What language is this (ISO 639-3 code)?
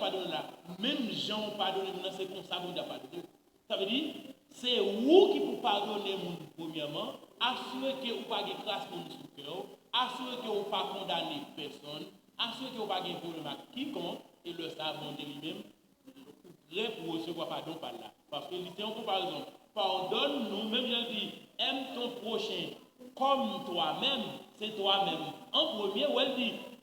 hat